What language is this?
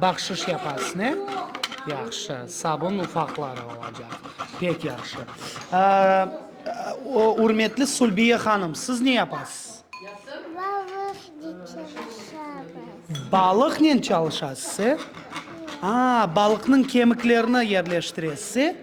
Crimean Tatar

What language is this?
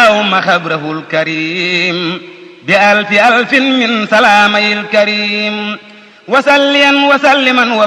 Wolof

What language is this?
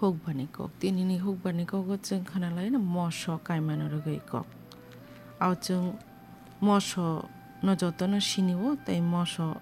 Kok Borok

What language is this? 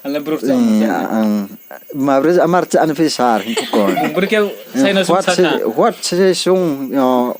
Riang (India)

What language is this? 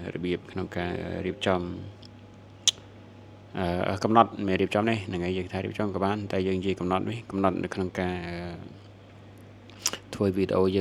Khmer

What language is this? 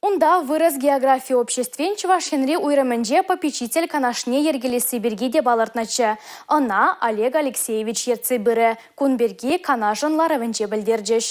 Chuvash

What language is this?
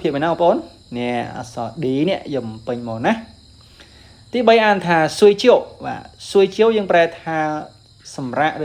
Khmer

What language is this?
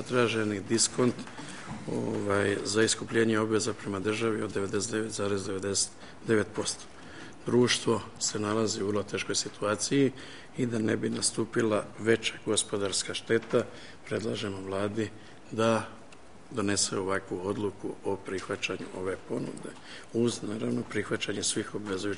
Croatian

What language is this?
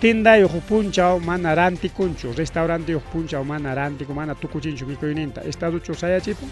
Ayacucho Quechua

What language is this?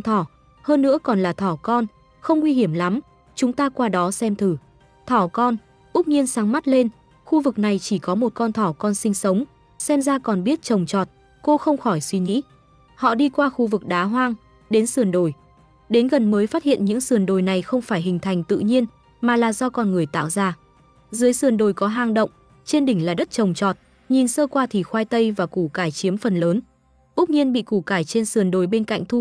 Vietnamese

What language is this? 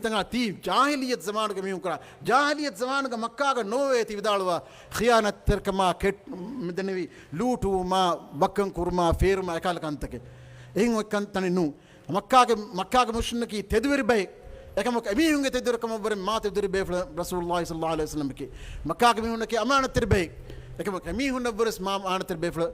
Divehi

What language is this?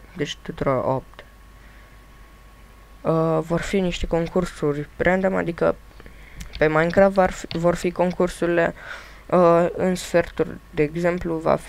Romanian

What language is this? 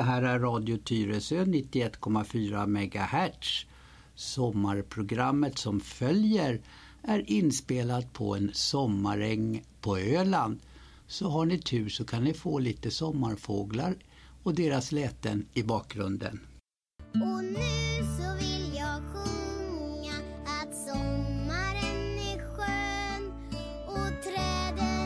Swedish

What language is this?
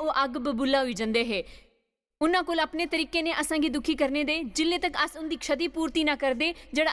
Dogri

